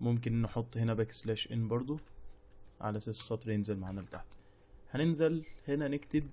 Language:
Egyptian Arabic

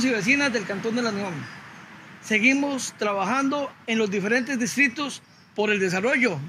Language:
Spanish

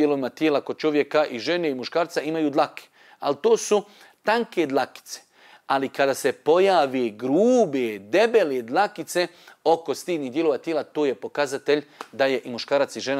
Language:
Bosnian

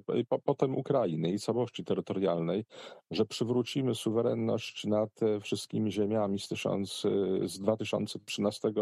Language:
Polish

